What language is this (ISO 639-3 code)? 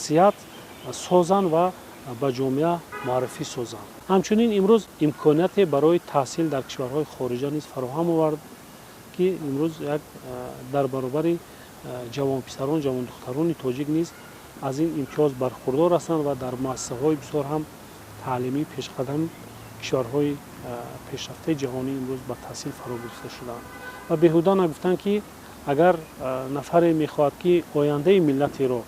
tgk